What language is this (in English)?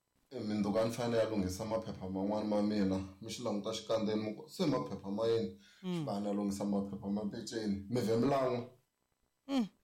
Tsonga